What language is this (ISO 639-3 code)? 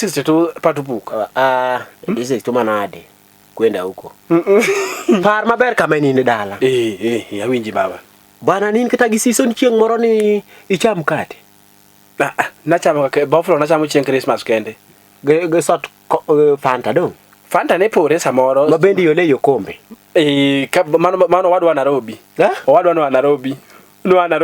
luo